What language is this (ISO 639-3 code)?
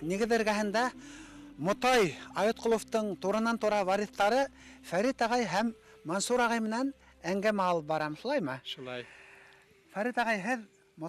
bak